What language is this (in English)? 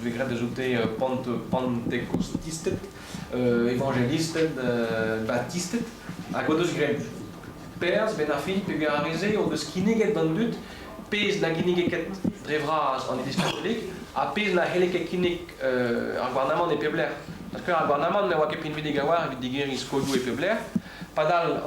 Breton